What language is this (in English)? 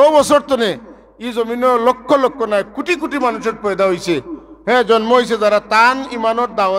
Sylheti